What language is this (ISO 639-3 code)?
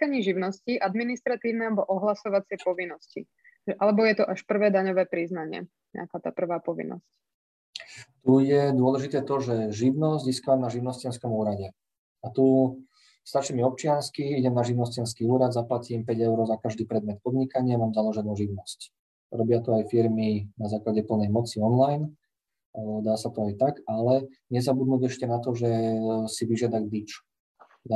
slk